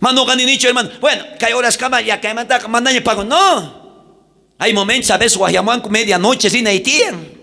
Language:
South Bolivian Quechua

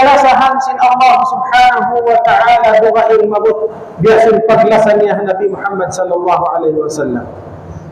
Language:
Tausug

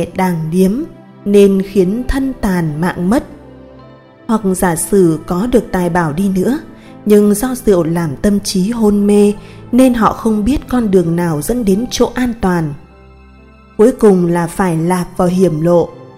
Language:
Vietnamese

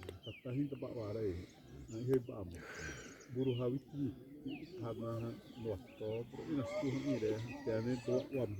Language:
Xavánte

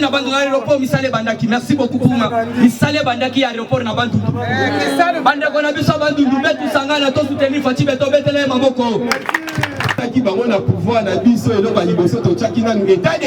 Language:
Lingala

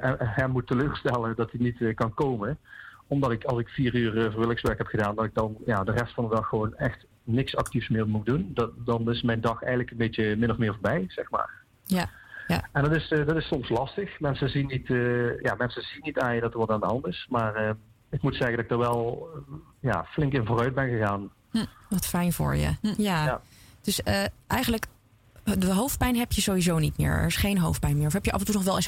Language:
Dutch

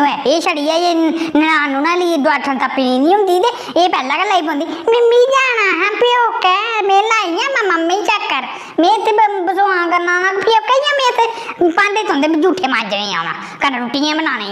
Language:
Dogri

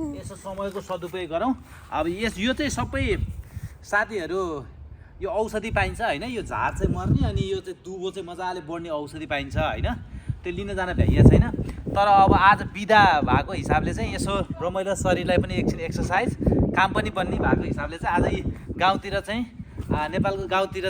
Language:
Nepali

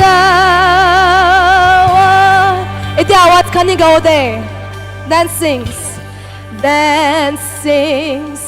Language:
Naga Pidgin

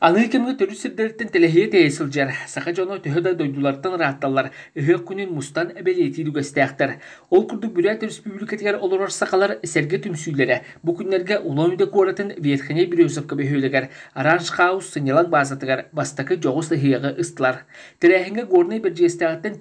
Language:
Yakut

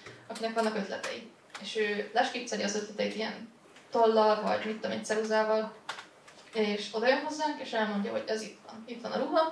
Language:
Hungarian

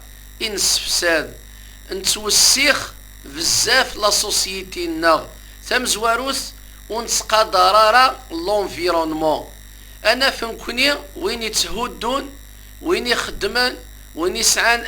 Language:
Kabyle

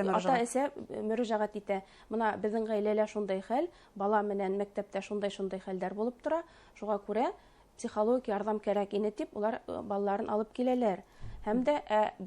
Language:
Bashkir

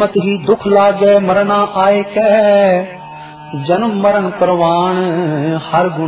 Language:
Hindi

